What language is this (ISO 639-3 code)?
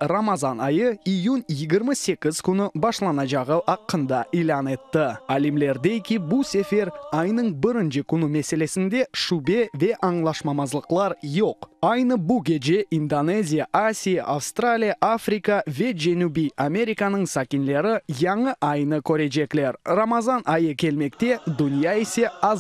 crh